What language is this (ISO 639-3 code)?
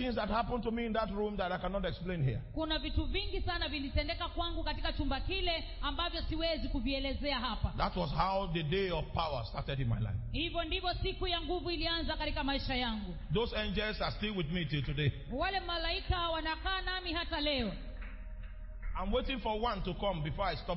swa